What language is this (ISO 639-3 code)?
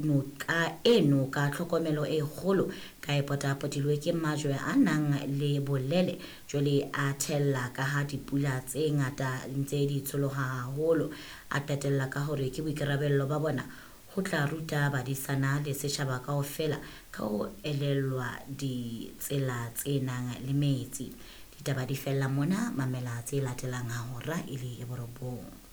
sot